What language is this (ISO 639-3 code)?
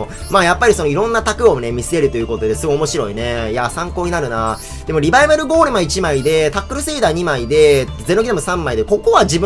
jpn